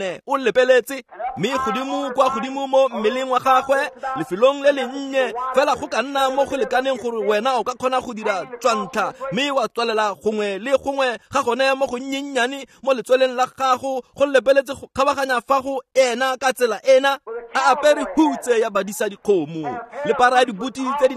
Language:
Tswana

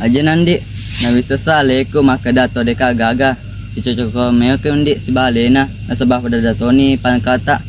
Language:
Buginese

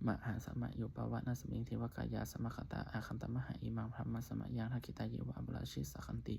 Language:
Pali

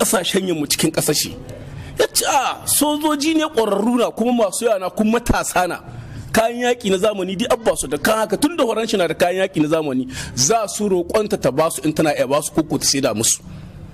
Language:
Hausa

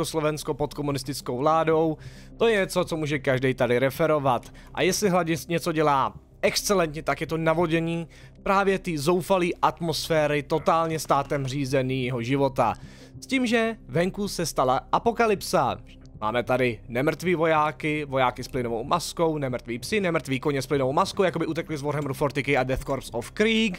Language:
Czech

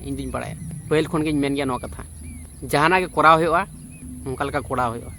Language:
Santali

